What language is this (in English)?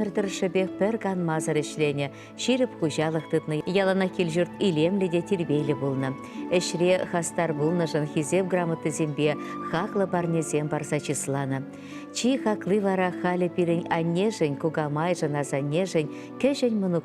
Chuvash